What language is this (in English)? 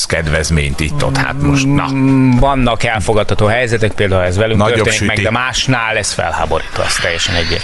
Hungarian